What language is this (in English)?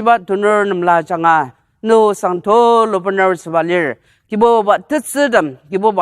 Ao Naga